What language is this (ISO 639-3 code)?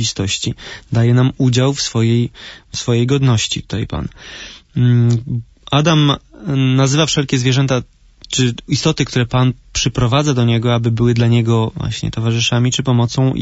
pol